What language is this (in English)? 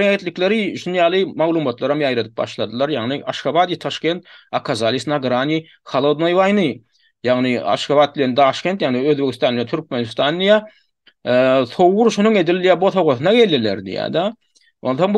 Turkmen